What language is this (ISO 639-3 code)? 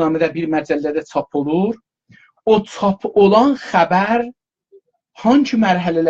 azb